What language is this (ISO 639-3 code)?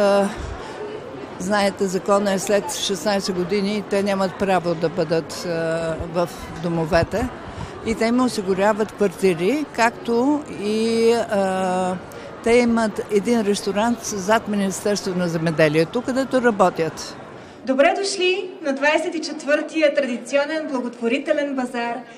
bul